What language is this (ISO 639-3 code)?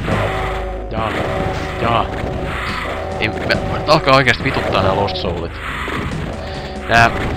fin